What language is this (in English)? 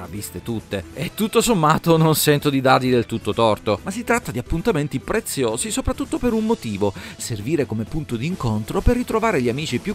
Italian